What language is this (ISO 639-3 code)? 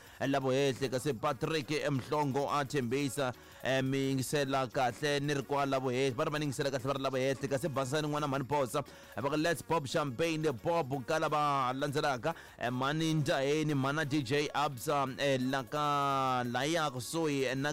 tso